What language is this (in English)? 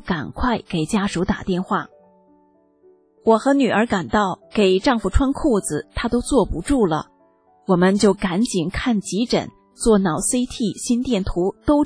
Chinese